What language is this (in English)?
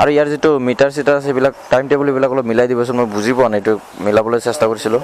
Assamese